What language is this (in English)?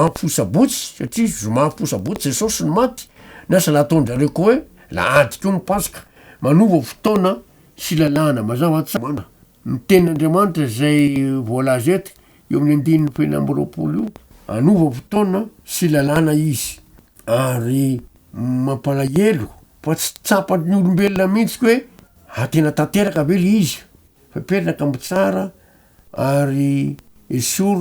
Malagasy